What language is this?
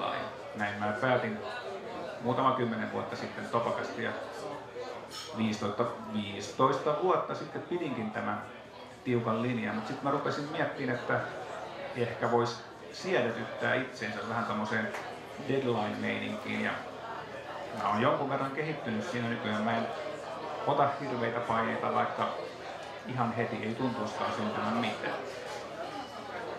Finnish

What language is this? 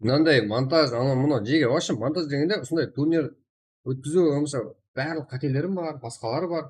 Kara-Kalpak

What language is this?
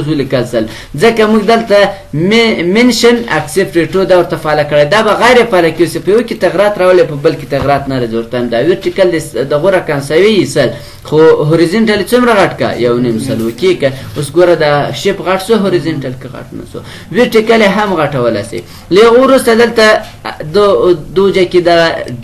Pashto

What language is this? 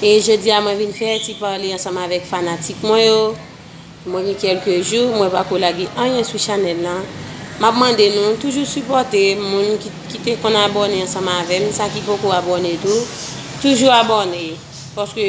Haitian Creole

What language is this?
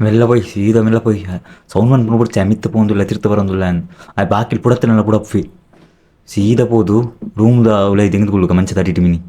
Tulu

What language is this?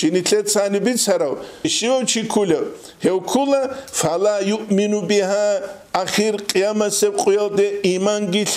Avaric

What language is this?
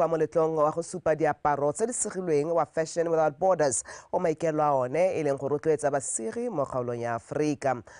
Tswana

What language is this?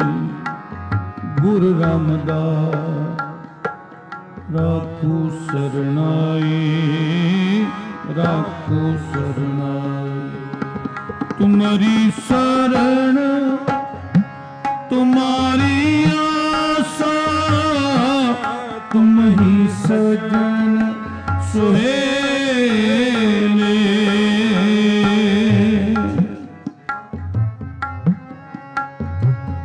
Punjabi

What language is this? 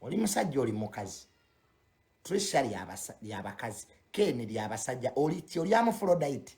Ganda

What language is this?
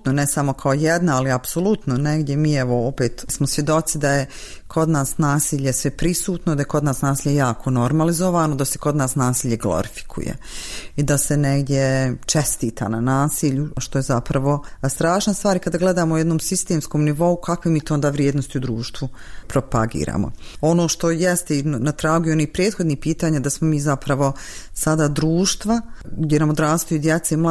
Bosnian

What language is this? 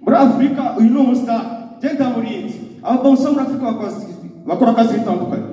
Kinyarwanda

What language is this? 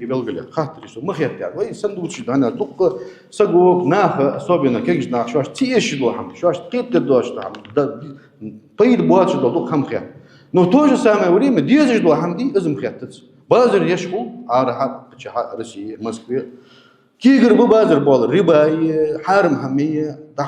Ingush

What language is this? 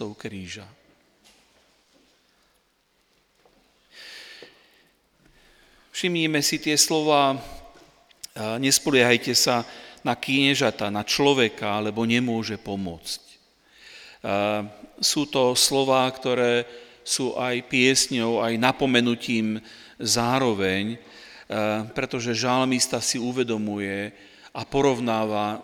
Slovak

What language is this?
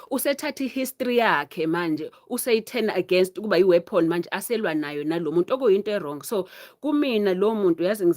Zulu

